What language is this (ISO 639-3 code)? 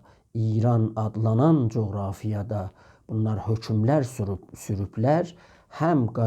azb